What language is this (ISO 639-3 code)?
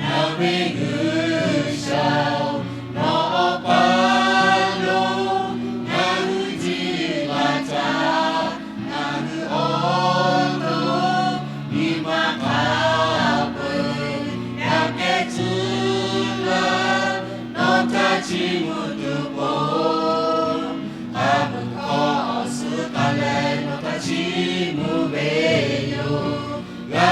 lhu